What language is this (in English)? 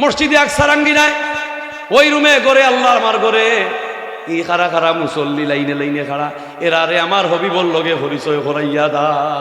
Sylheti